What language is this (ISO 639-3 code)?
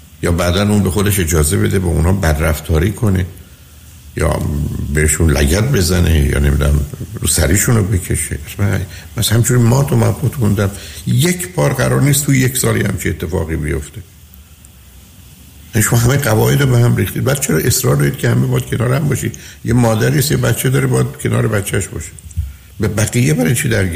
fas